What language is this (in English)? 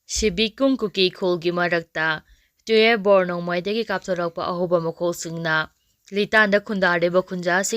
Manipuri